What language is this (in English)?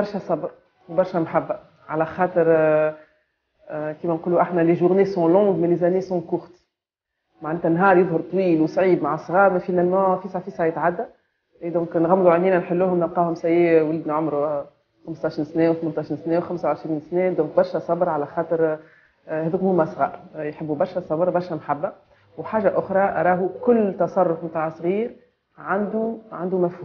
Tunisian Arabic